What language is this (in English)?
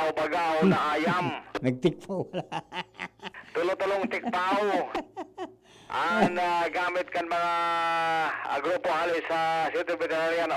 Bikol